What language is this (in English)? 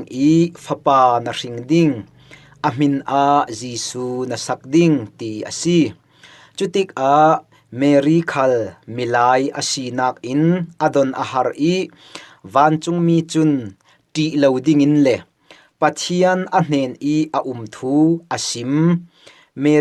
Falam Chin